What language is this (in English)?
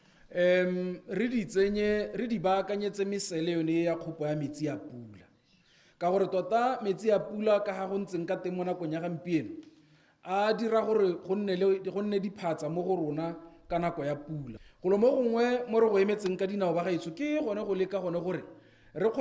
Tswana